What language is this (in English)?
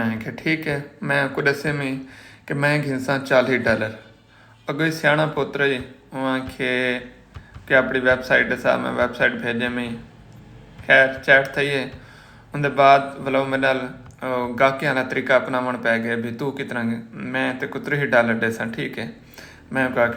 Saraiki